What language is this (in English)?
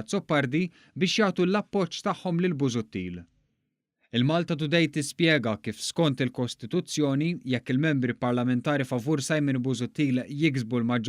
Maltese